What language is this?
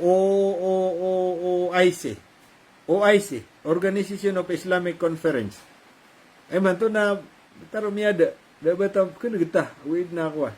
Maranao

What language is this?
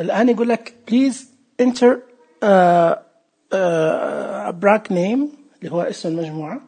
Najdi Arabic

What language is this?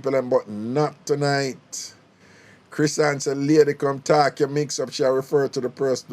Jamaican Creole English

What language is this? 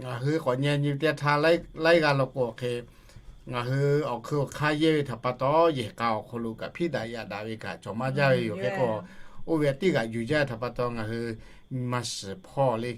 Lahu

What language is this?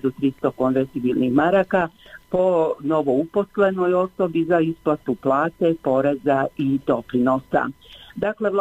Bosnian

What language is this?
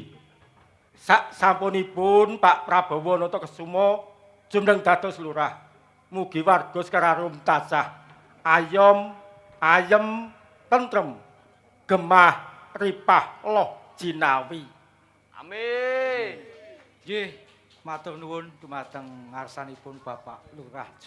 Javanese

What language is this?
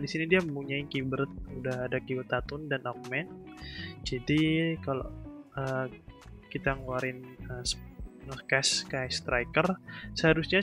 Indonesian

